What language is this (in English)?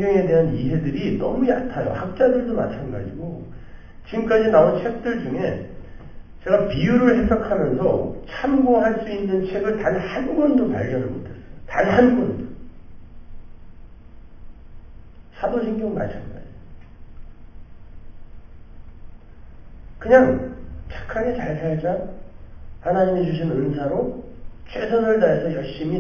Korean